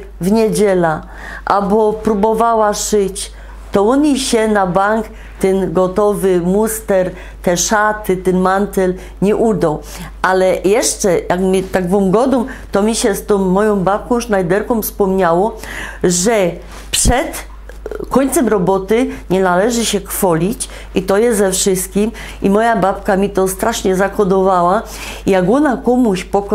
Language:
Silesian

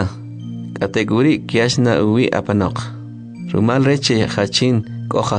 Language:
Kʼicheʼ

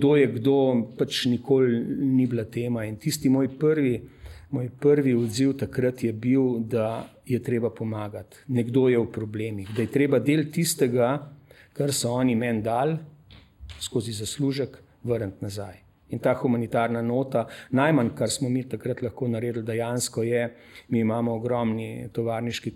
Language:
Slovenian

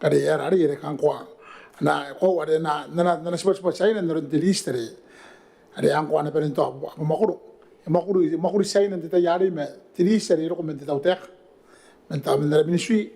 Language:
Gilbertese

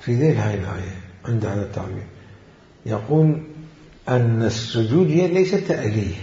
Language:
Mesopotamian Arabic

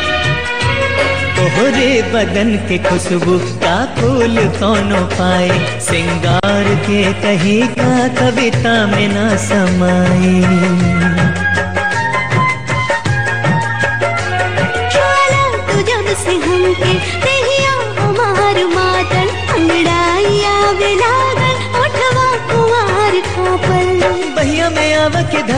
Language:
Bhojpuri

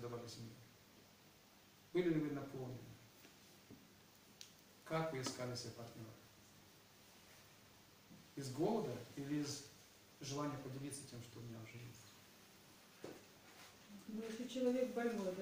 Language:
Russian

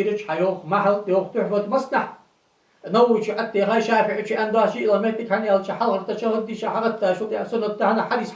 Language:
Ingush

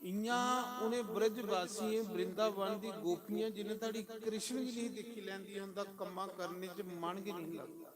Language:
Dogri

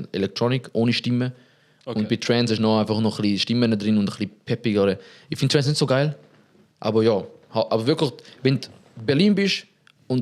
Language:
Swiss German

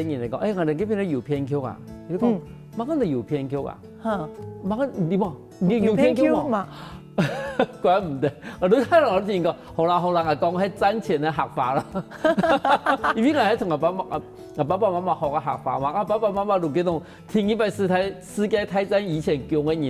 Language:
Hakka Chinese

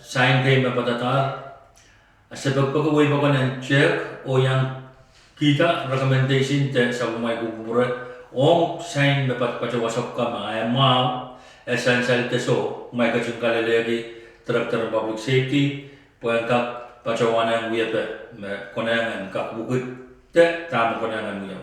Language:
Pohnpeian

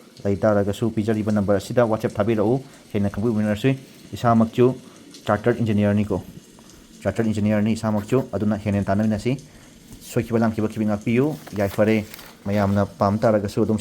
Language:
Manipuri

